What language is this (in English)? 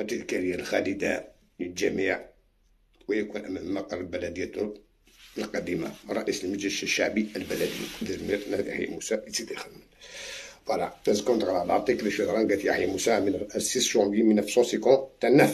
Algerian Arabic